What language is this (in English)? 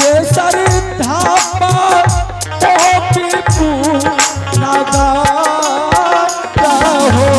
Angika